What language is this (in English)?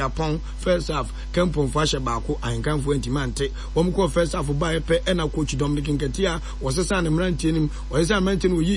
Akan